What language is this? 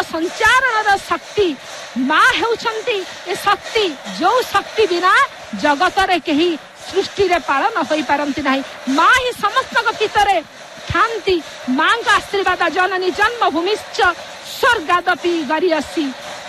Odia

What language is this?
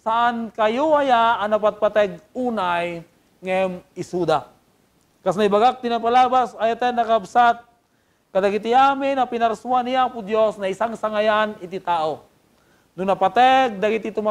Iloko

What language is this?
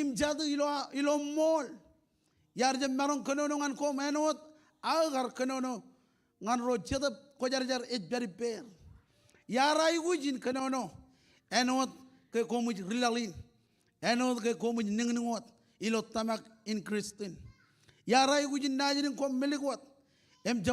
Marshallese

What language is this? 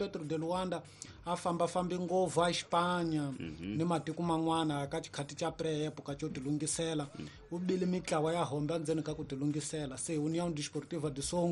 Tsonga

